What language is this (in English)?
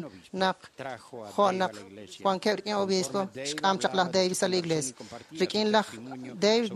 Kekchí